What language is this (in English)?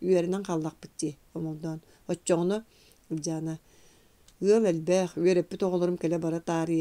Yakut